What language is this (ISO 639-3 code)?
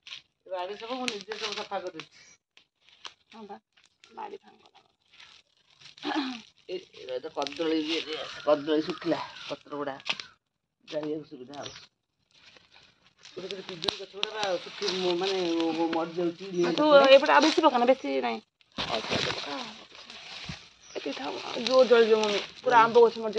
ori